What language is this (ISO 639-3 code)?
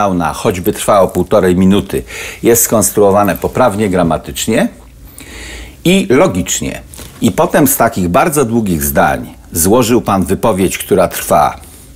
pol